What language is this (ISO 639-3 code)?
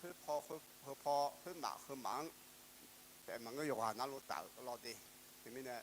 ahk